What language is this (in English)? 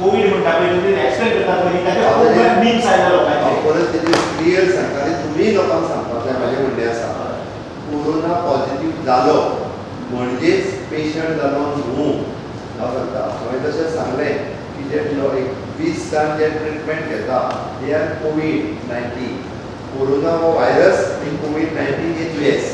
Konkani